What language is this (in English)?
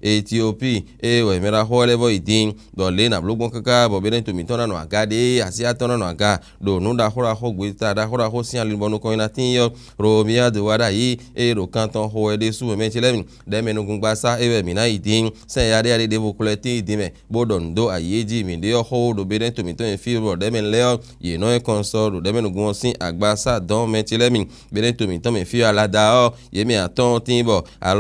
Fon